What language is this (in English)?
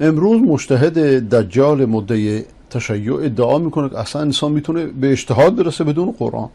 Persian